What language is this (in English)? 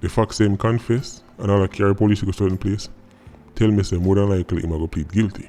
Jamaican Creole English